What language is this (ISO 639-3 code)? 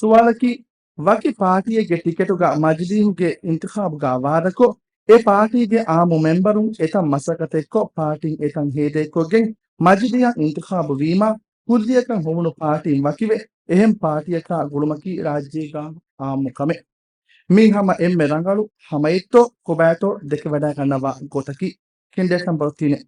div